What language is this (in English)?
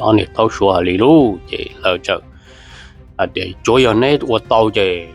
Hmong